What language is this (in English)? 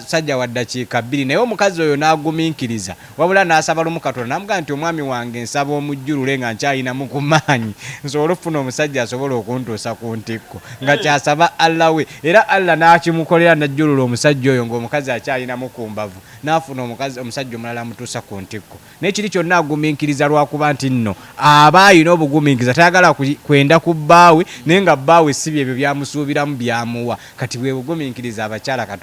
Ganda